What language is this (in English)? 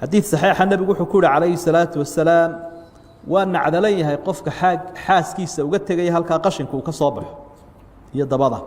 Somali